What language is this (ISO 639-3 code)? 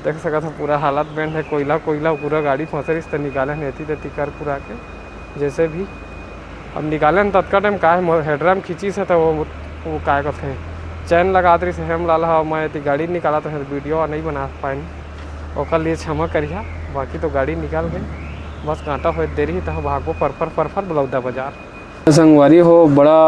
hne